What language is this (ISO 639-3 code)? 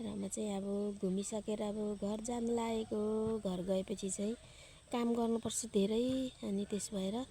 nep